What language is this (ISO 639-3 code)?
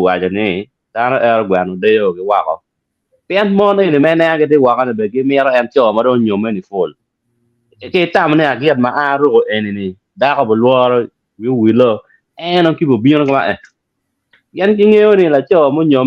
ach